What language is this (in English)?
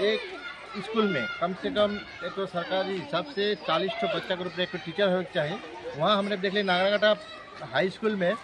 Sadri